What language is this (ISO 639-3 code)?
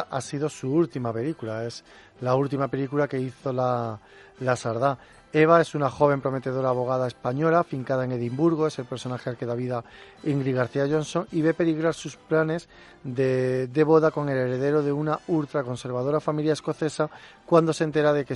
spa